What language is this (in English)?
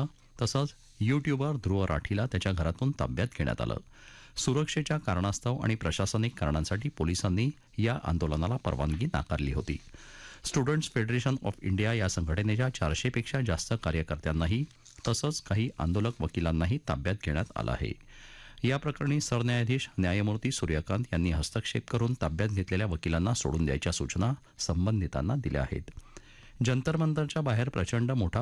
Marathi